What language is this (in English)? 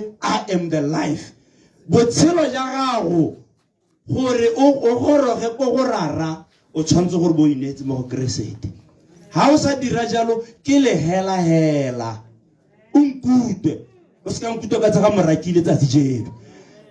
Tswana